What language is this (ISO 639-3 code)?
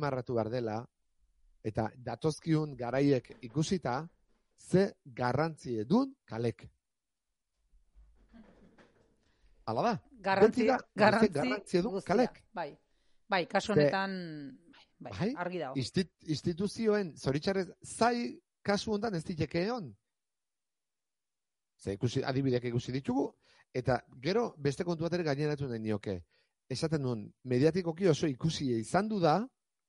eus